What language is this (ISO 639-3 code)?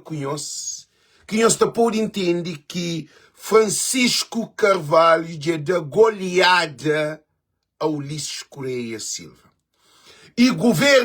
kea